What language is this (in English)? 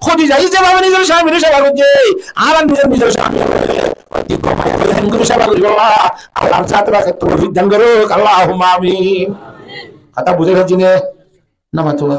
Rohingya